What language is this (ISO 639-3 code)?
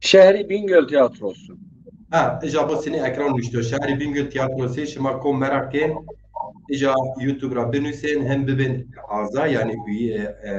zza